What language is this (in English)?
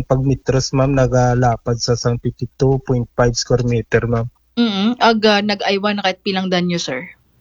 Aklanon